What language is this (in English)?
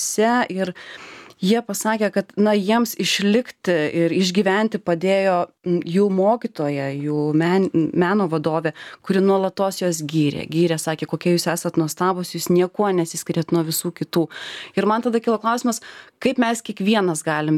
Lithuanian